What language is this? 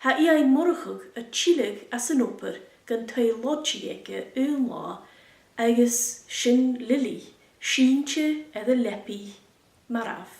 Scottish Gaelic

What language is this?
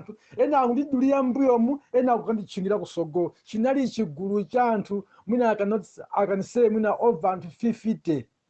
Nyanja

